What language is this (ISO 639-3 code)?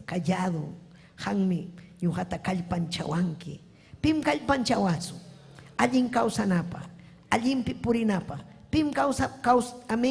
quy